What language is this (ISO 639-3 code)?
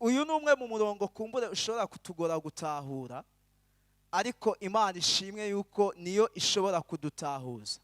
run